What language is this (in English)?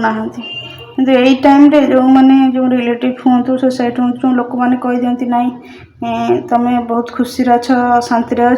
Odia